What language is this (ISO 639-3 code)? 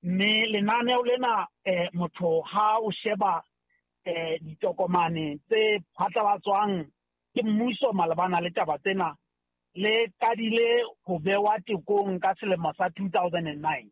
sot